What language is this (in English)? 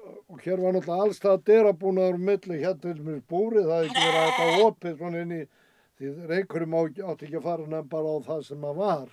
Icelandic